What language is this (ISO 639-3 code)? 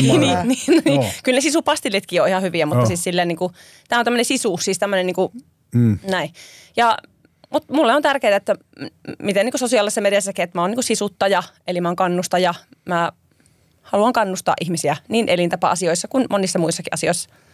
fin